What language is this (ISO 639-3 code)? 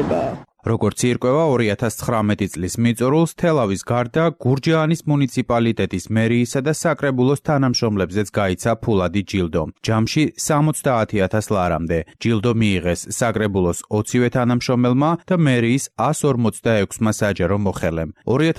kat